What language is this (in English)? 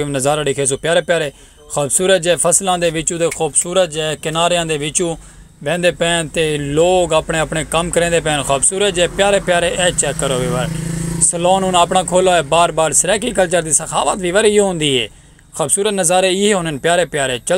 Saraiki